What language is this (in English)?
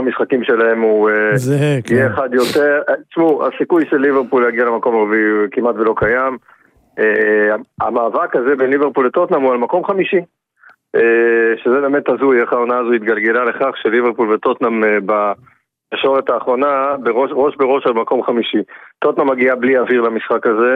Hebrew